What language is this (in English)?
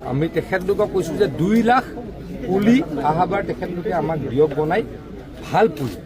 Assamese